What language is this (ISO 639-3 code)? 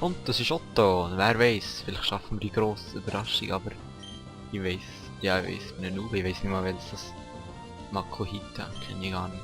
gsw